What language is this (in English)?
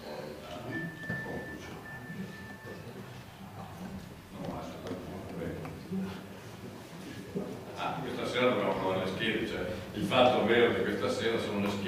Italian